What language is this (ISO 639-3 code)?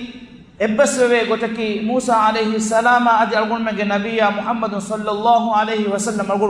div